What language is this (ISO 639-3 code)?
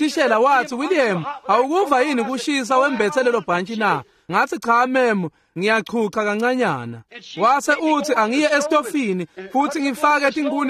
ssw